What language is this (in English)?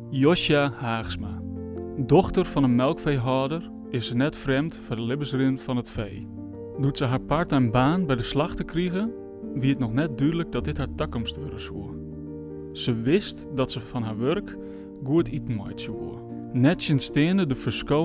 Western Frisian